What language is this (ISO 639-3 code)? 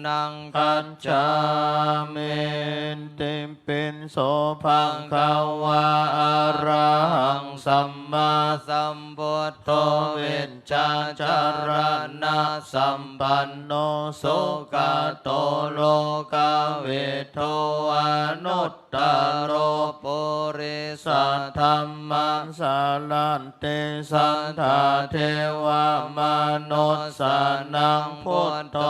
pli